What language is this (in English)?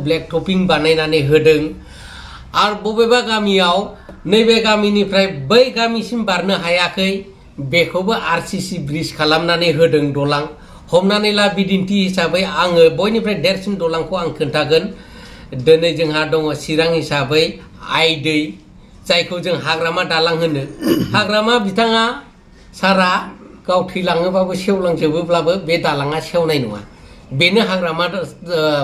Bodo